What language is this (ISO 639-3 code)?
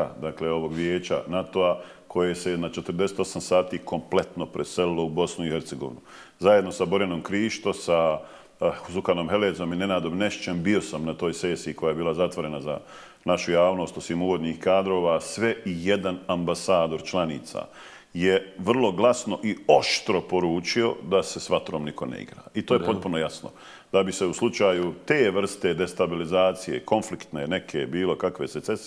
bos